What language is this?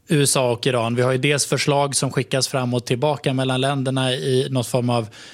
Swedish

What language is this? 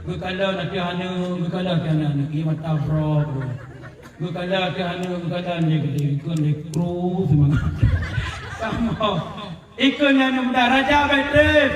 Achinese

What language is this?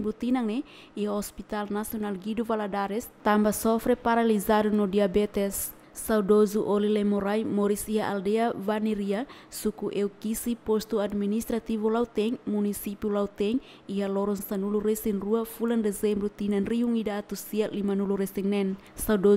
Tetum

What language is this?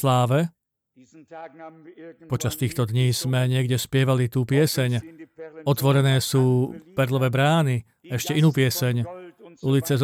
Slovak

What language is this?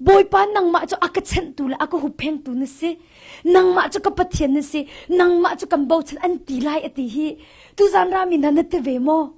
Hakha Chin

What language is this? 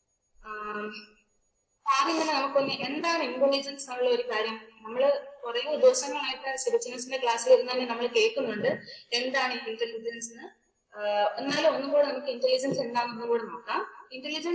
Malayalam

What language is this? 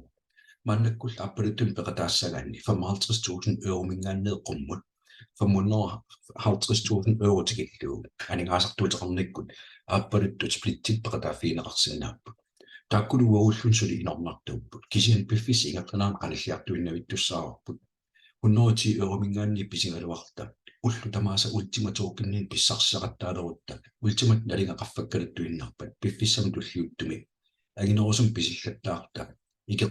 Kalaallisut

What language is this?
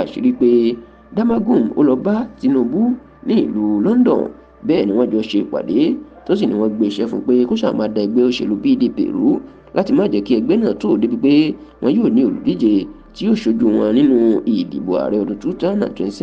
Yoruba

